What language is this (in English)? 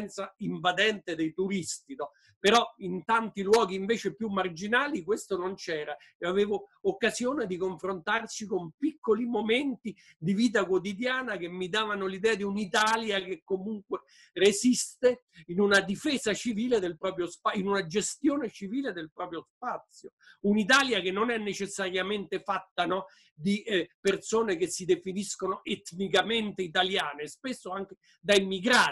Italian